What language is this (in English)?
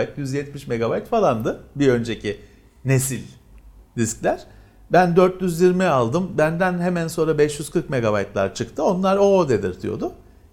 Turkish